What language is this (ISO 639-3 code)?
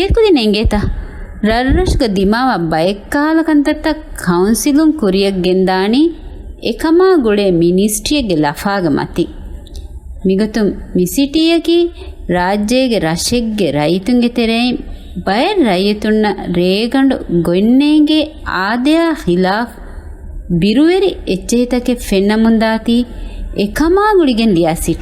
div